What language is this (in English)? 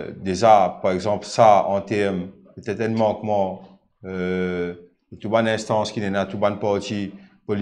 Morisyen